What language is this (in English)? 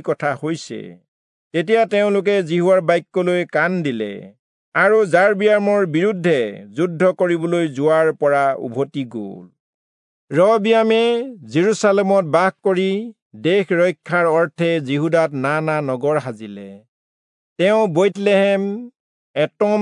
Assamese